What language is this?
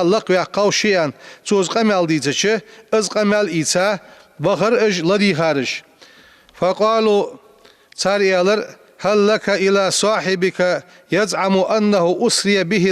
Ingush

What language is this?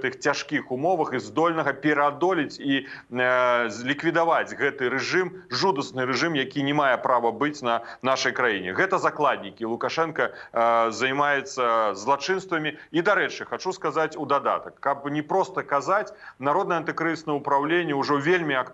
Belarusian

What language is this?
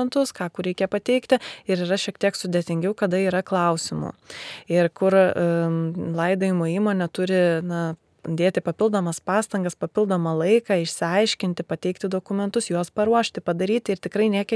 Lithuanian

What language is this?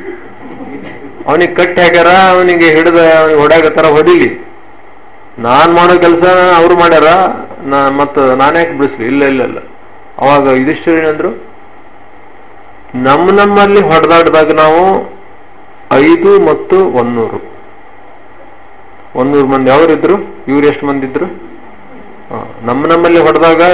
Kannada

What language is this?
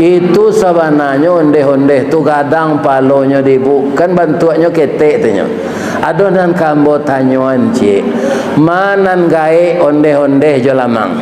Minangkabau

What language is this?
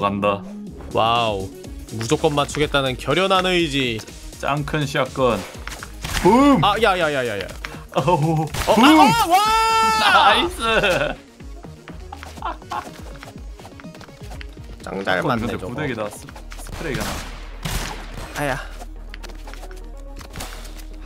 Korean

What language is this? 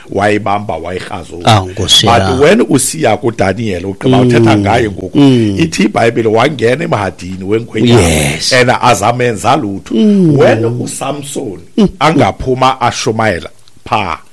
Xhosa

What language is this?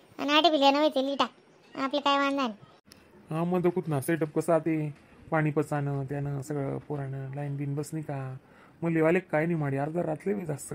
Khandesi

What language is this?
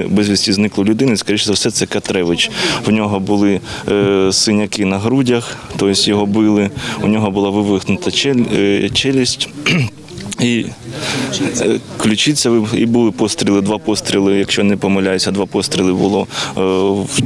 Ukrainian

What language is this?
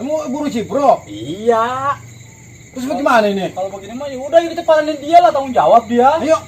Betawi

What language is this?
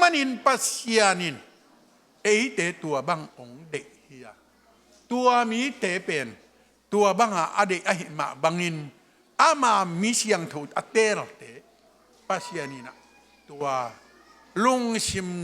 Tedim Chin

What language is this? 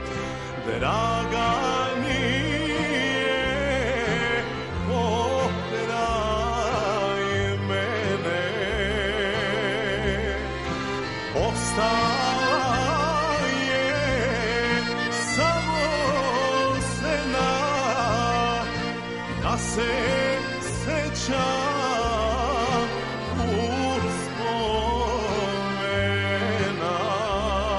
Serbian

